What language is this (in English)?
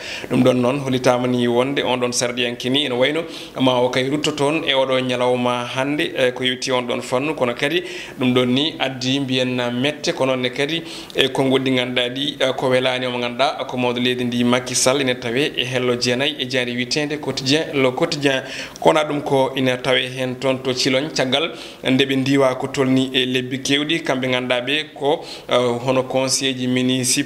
Fula